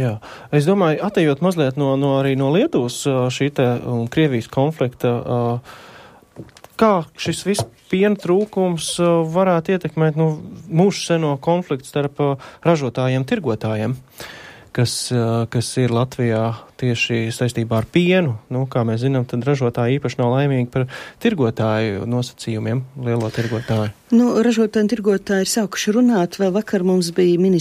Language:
Latvian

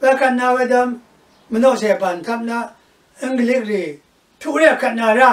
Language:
Rawang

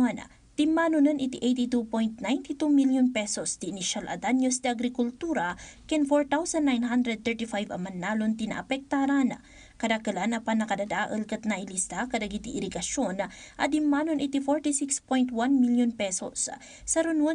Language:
Iloko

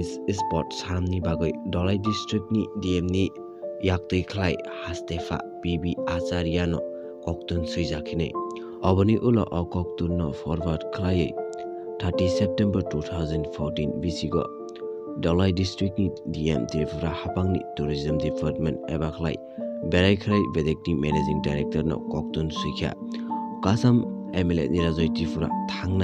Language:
Kok Borok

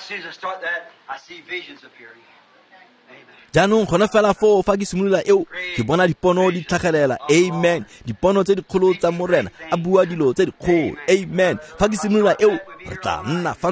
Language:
Tswana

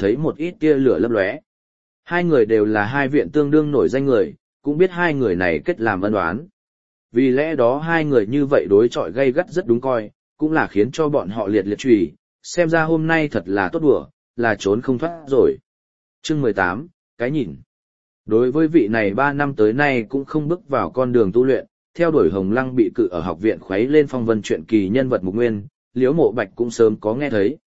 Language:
Vietnamese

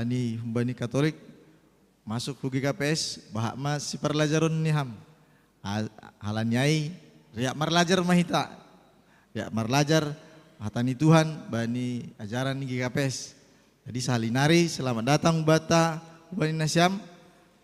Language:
Batak Simalungun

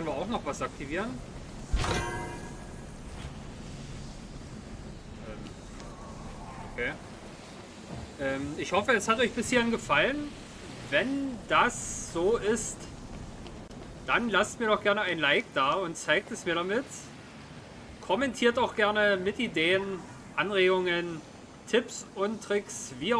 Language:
German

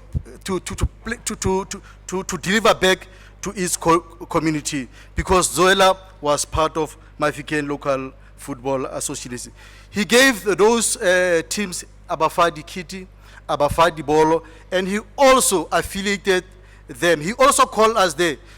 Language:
Tswana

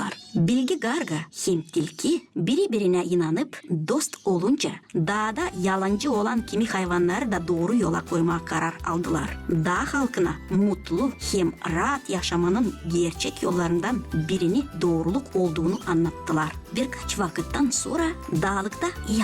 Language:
Gagauz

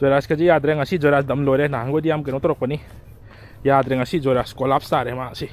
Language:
Manipuri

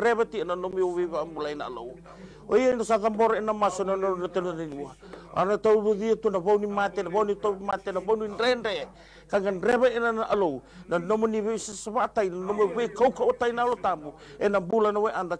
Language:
Fijian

